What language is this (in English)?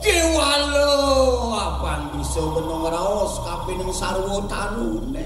Balinese